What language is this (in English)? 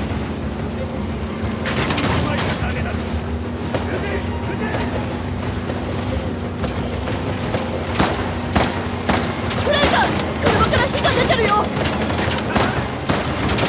Japanese